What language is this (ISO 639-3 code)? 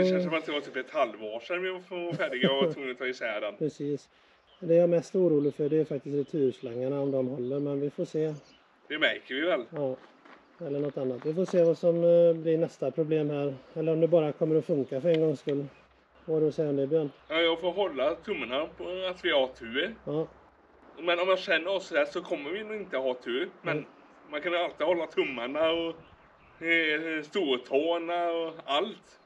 swe